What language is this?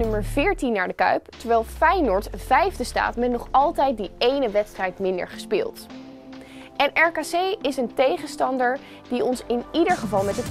Dutch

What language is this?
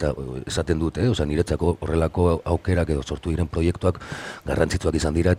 Basque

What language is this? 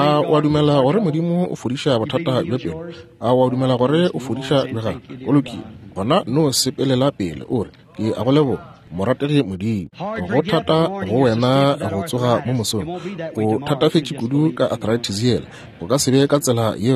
Northern Sotho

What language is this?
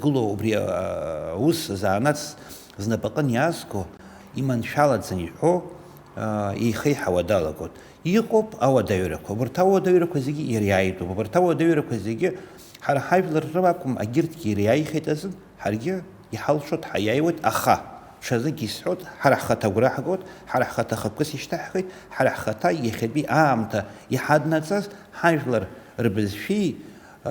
Abkhazian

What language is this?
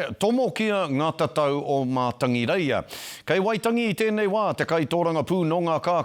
Māori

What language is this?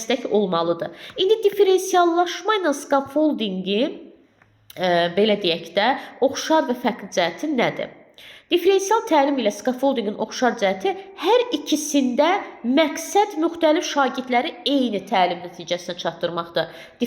Azerbaijani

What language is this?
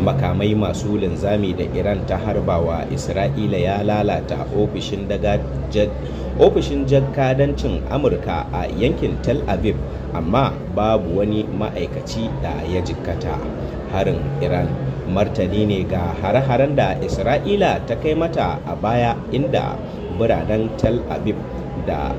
Hausa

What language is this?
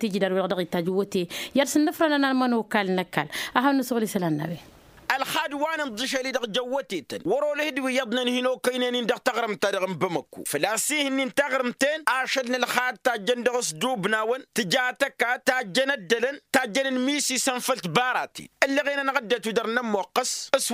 Tamasheq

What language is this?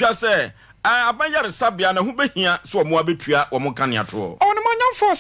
Akan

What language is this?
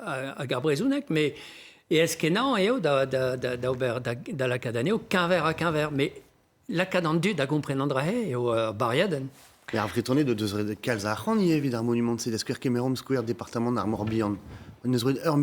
Breton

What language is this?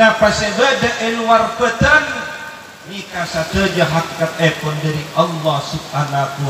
Madurese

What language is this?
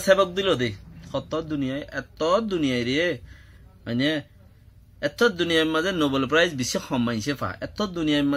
Rohingya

